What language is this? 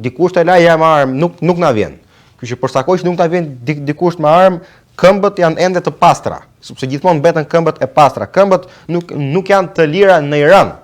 Albanian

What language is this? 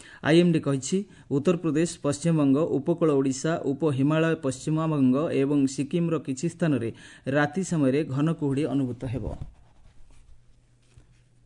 Odia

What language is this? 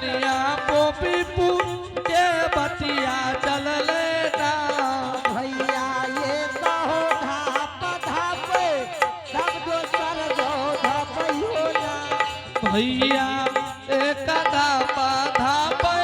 Angika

